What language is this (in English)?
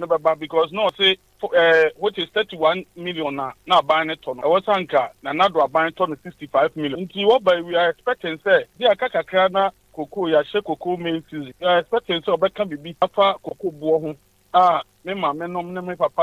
Akan